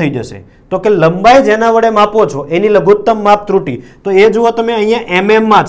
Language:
Gujarati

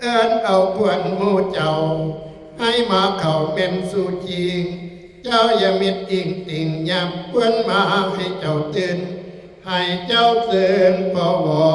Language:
Northeastern Thai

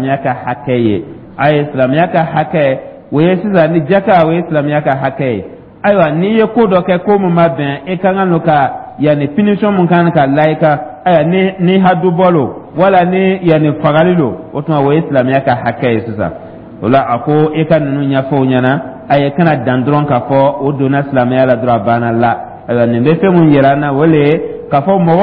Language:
Dyula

